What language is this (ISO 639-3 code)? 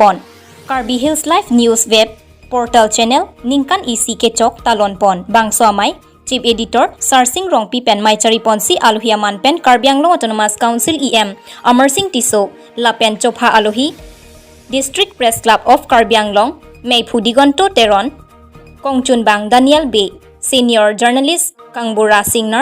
mjw